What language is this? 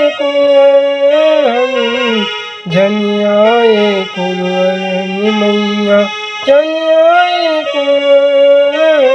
Chhattisgarhi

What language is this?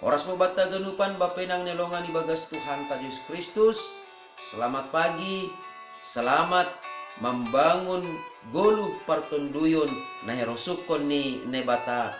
Batak Simalungun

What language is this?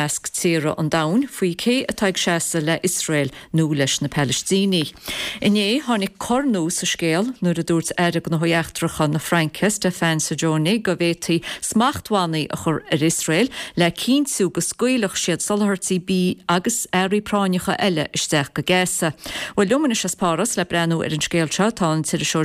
Irish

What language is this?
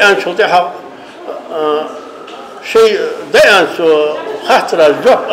Ingush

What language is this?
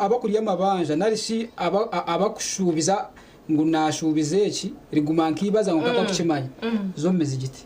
Nyankole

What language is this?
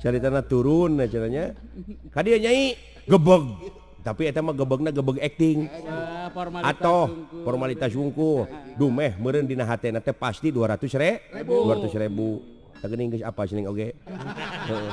Sundanese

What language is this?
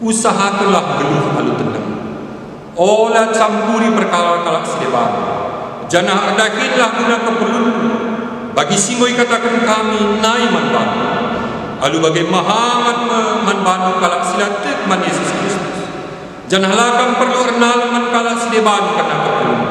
Batak Karo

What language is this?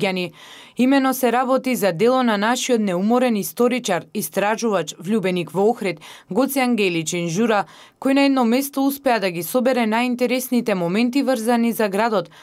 Macedonian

